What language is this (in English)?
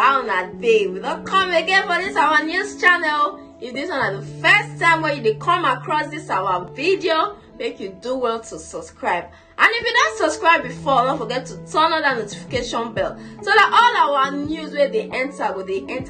Nigerian Pidgin